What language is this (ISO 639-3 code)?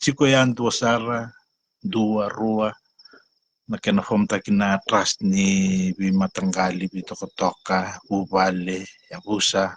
fij